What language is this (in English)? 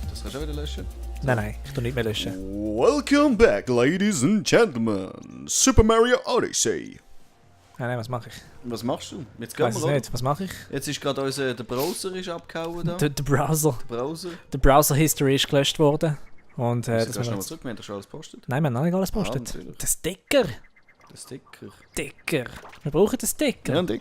Swiss German